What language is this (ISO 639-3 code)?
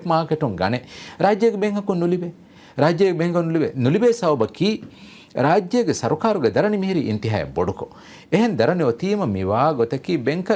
div